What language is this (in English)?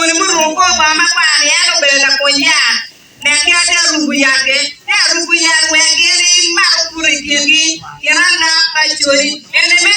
Acoli